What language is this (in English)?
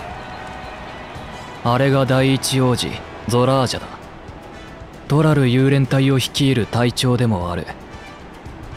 Japanese